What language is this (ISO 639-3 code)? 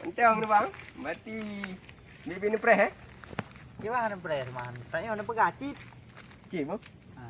ace